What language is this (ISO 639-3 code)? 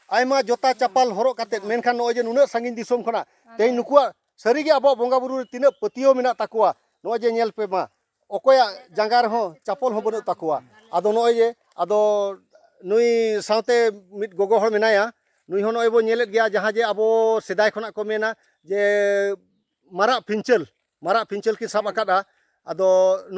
sat